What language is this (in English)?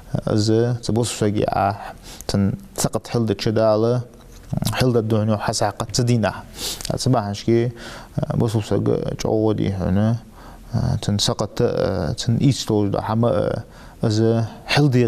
Ingush